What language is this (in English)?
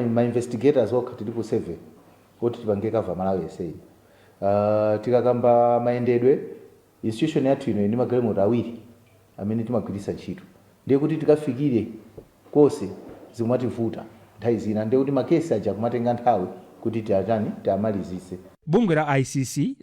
Nyanja